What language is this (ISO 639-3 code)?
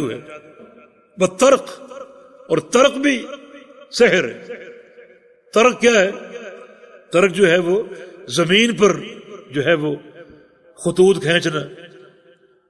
urd